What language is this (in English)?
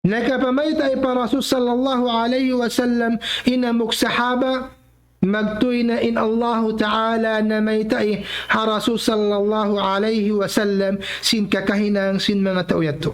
Tausug